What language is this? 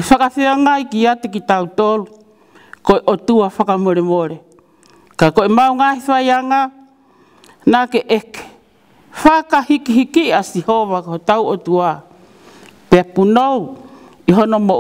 Tongan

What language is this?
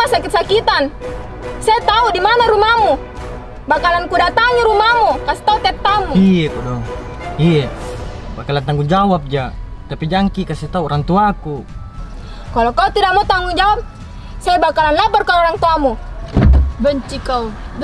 Makassar Malay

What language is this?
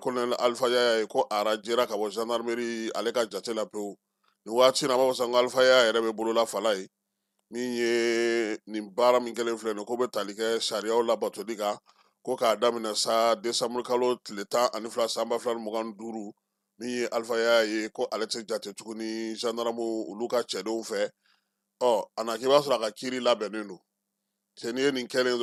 Bambara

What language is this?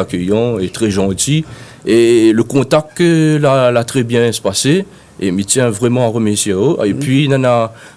Réunion Creole French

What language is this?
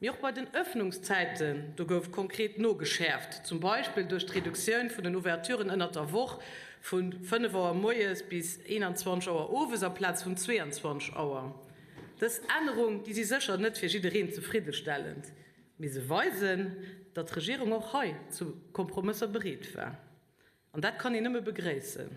Luxembourgish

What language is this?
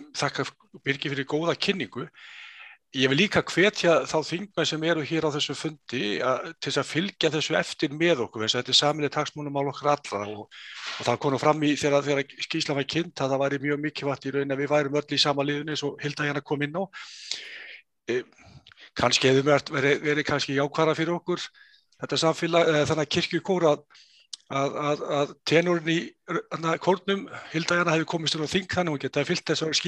Icelandic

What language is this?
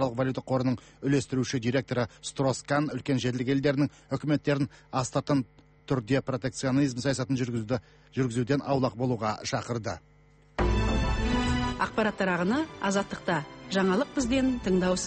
Kazakh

